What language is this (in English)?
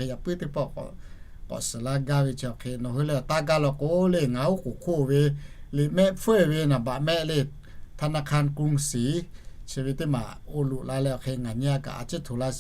Lahu